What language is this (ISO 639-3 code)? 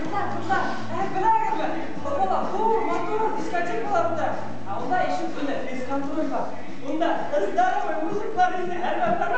bak